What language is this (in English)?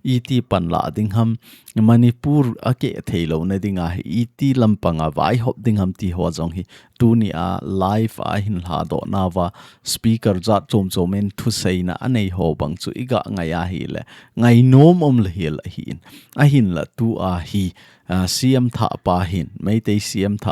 Thado Chin